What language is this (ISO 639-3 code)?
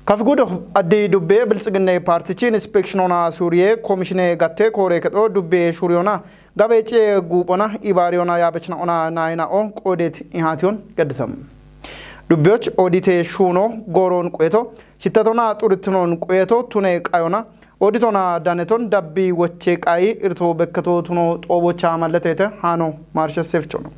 kbr